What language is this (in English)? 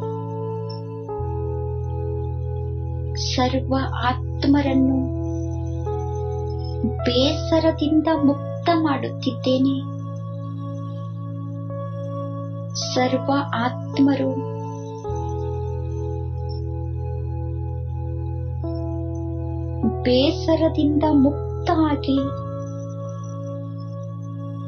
Kannada